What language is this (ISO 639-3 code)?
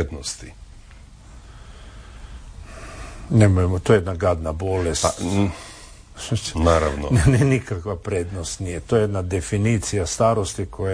hrv